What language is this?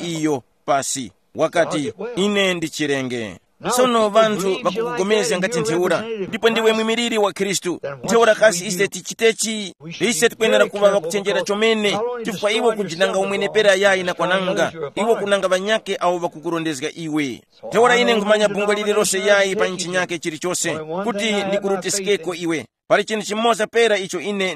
Tumbuka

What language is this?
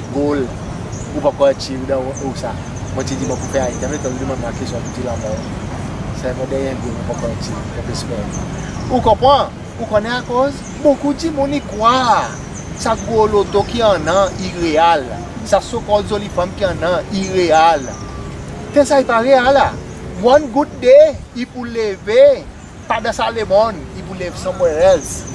Seselwa Creole French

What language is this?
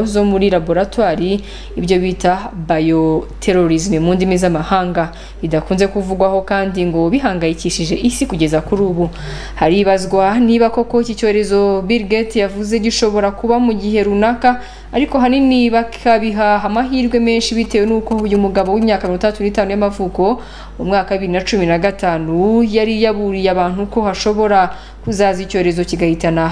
Kinyarwanda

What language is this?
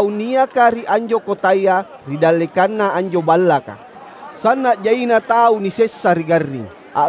Makasar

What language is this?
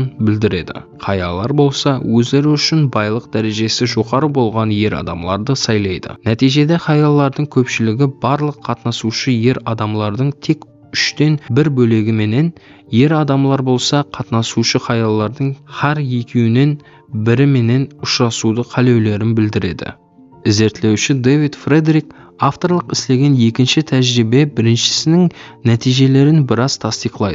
Kara-Kalpak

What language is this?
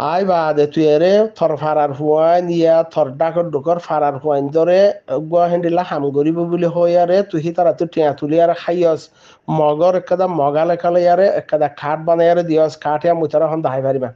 Rohingya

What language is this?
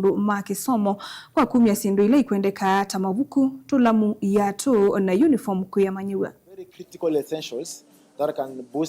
Kamba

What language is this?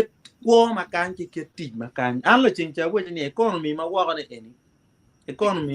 Acoli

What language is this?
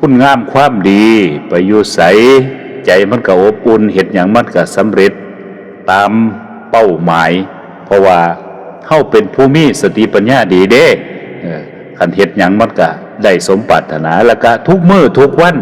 Northeastern Thai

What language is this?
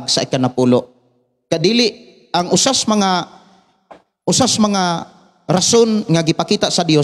Cebuano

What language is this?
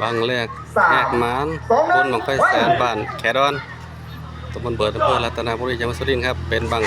Northeastern Thai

